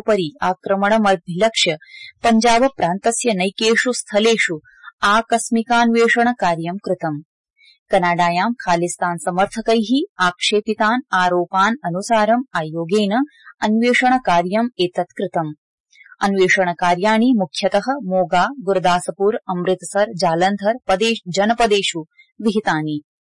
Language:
Sanskrit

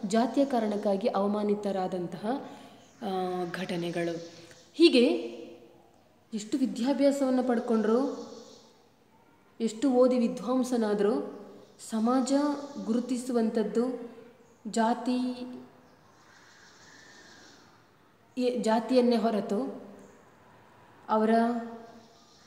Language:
Kannada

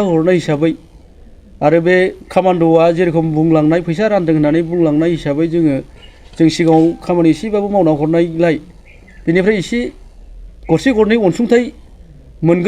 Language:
Bodo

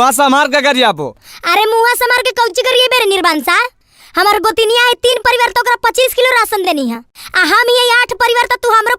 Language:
Magahi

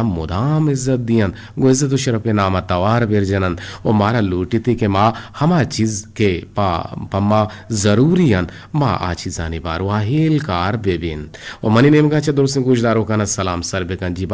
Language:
Eastern Balochi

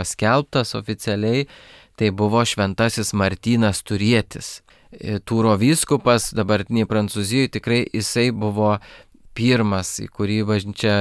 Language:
Lithuanian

